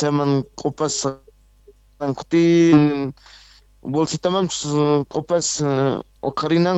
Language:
South Bolivian Quechua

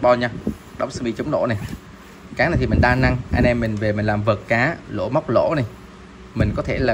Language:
Vietnamese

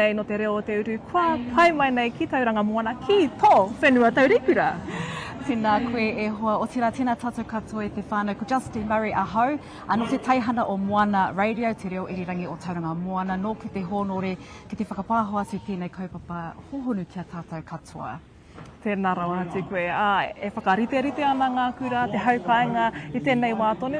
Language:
Māori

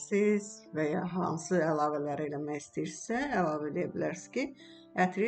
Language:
Azerbaijani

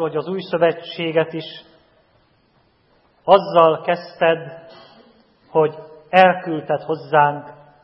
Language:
Hungarian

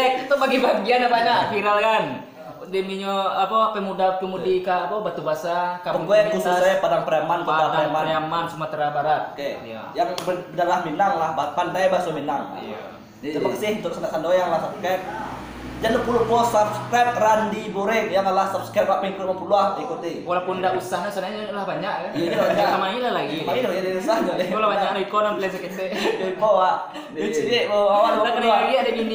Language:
Minangkabau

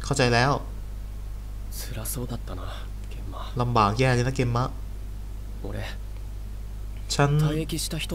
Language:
Thai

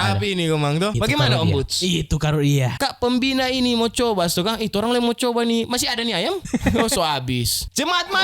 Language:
Manado Malay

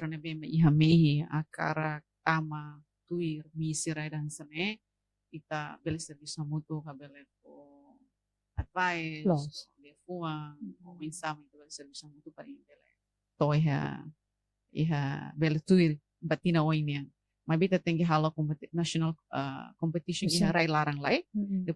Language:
Tetum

